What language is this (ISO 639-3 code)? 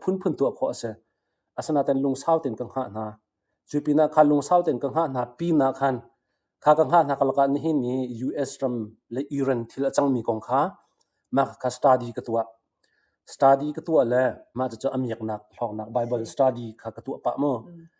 cnh